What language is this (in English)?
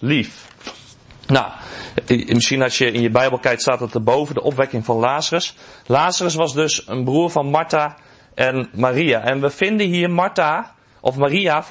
Dutch